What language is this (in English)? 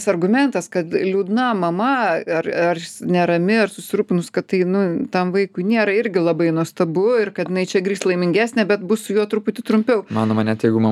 Lithuanian